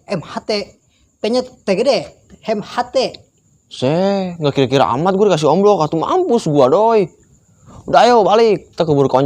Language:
Betawi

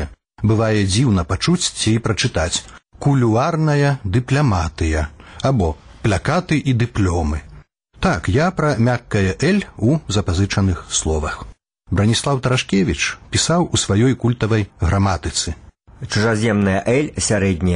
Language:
Belarusian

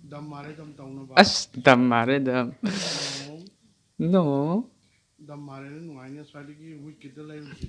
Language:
Manipuri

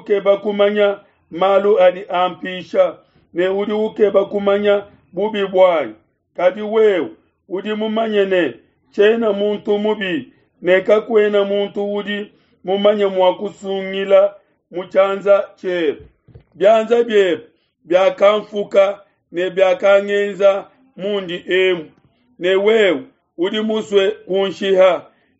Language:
Luba-Lulua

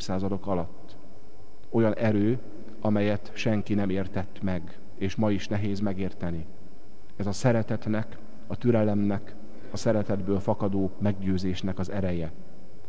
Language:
Hungarian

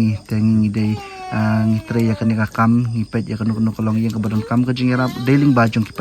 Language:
Khasi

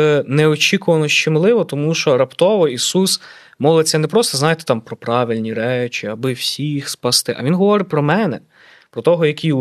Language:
Ukrainian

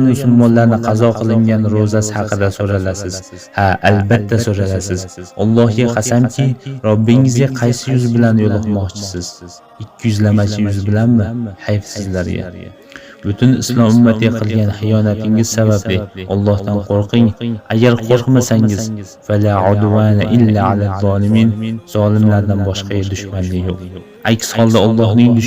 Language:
Uzbek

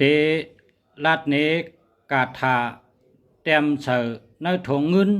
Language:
Shan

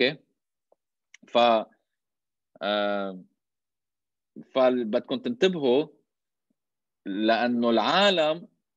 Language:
North Levantine Arabic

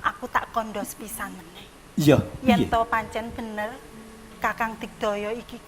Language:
Javanese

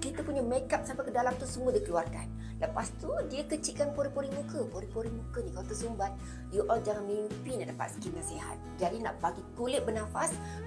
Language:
Malay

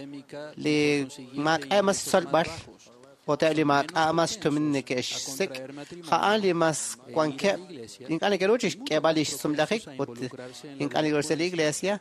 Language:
Kekchí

